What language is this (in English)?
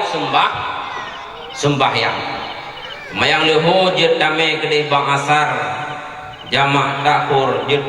Achinese